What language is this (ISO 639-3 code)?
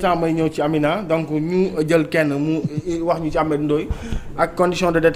wol